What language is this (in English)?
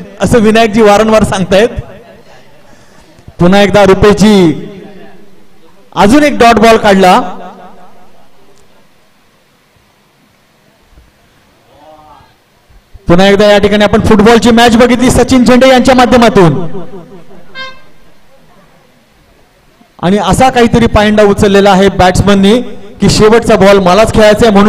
Marathi